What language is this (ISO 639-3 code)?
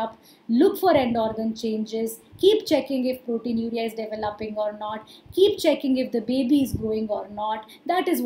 eng